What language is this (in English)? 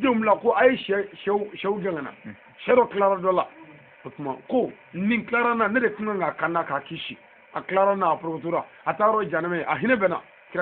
Bambara